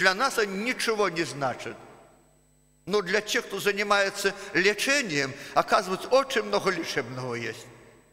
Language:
Russian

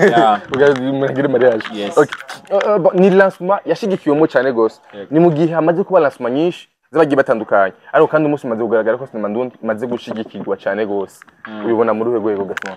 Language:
Rundi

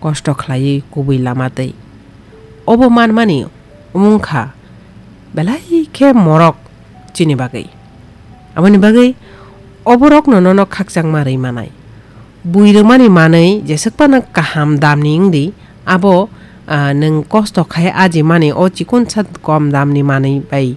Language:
Kok Borok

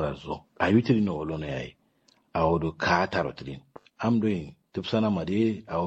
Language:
Kanuri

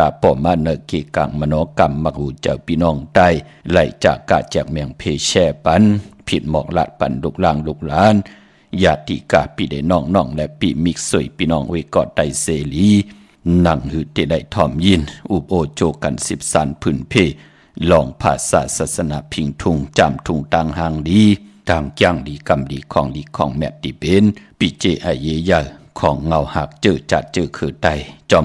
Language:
Shan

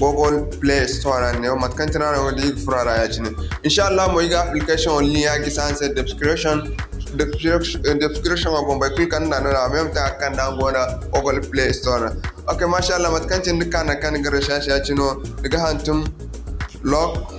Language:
Zarma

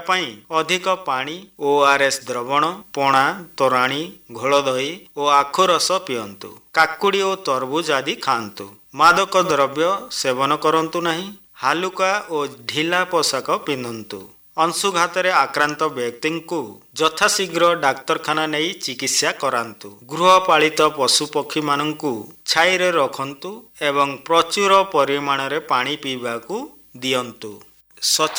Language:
Odia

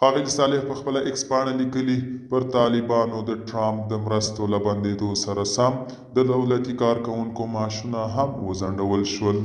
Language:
Pashto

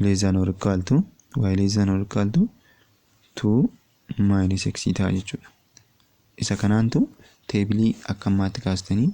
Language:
Oromo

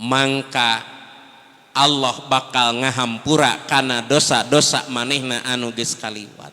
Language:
Sundanese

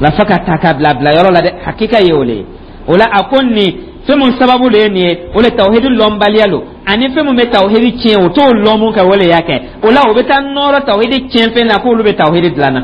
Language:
Dyula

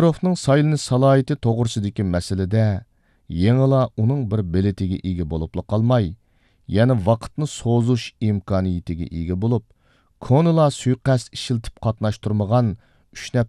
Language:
Uyghur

